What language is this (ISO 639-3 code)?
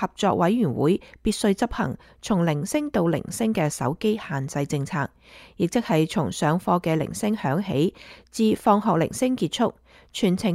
yue